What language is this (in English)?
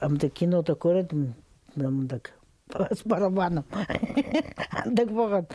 Khakas